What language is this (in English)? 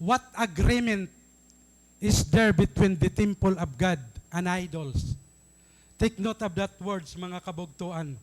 Waray